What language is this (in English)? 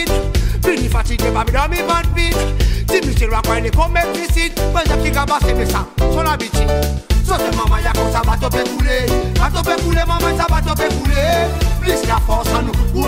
Seselwa Creole French